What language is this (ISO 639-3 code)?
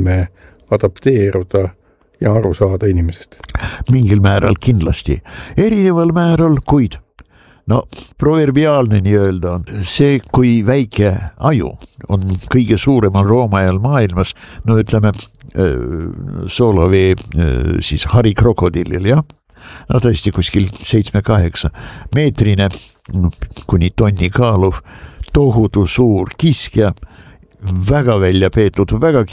est